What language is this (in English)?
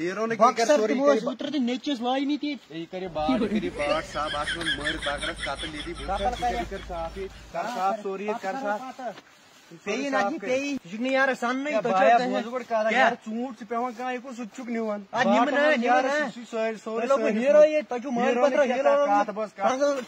Kashmiri